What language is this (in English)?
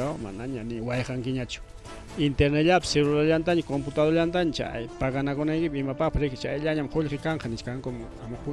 Ayacucho Quechua